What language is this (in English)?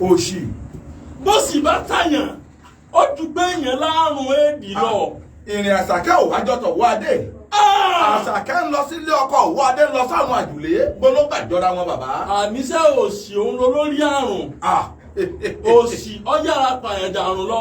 Yoruba